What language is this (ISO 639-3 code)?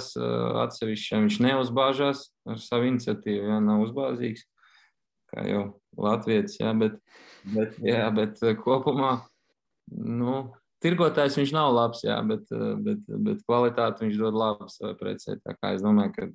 lav